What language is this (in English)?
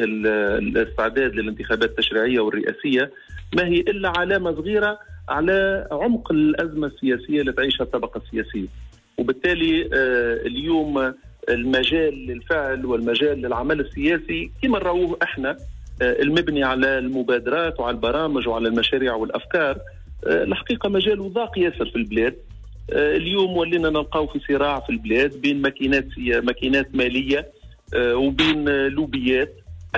Tunisian Arabic